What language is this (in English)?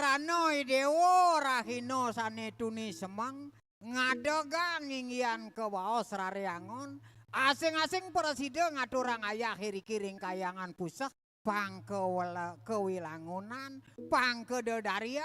Balinese